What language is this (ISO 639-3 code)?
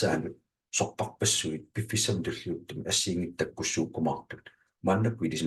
kal